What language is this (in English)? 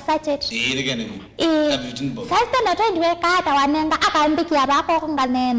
Kamba